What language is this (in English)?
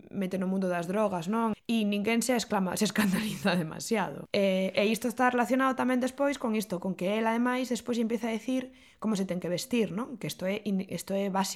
Galician